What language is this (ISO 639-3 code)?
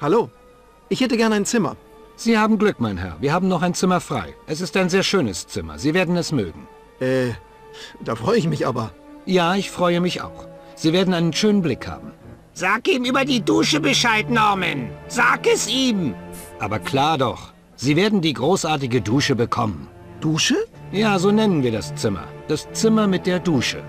bar